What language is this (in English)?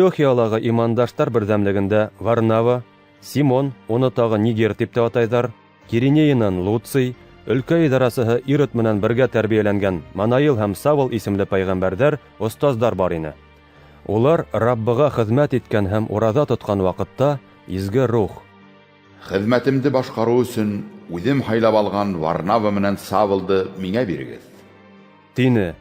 Bashkir